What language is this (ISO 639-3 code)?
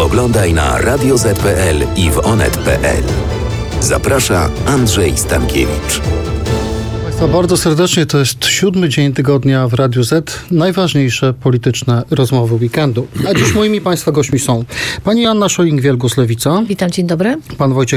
pol